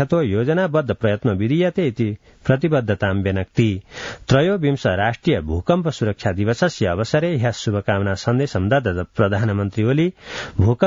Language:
Sanskrit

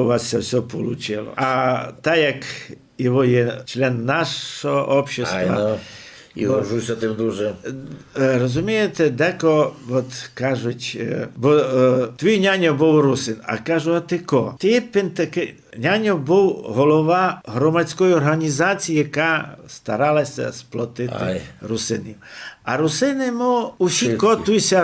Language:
Rusyn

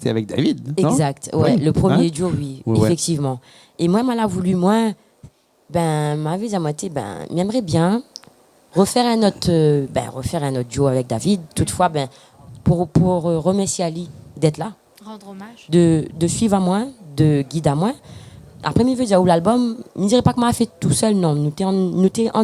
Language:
Réunion Creole French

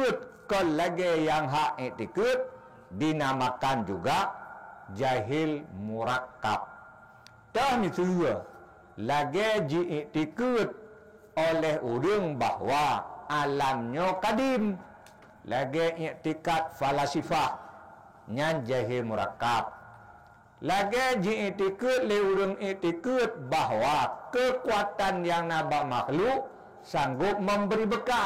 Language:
Achinese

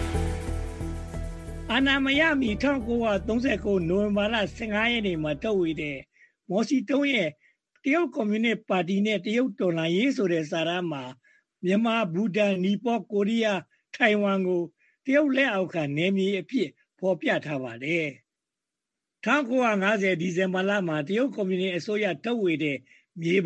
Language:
Burmese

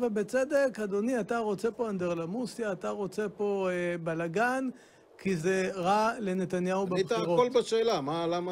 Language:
Hebrew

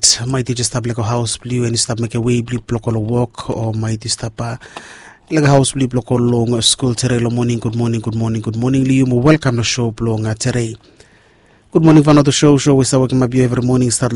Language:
Bislama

